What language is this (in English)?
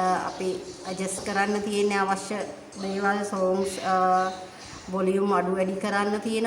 Sinhala